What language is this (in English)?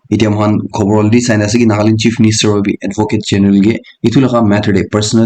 Naga Pidgin